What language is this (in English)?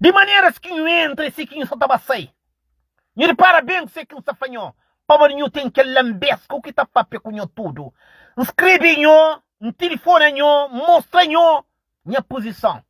Kabuverdianu